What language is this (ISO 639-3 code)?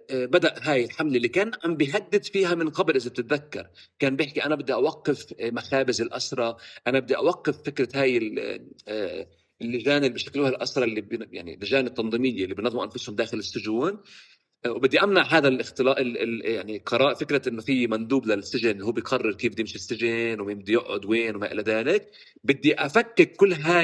apc